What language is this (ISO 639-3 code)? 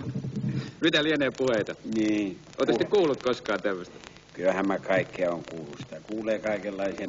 fin